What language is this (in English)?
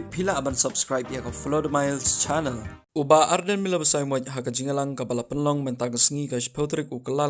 Khasi